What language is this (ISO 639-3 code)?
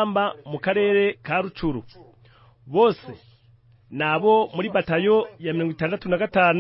kin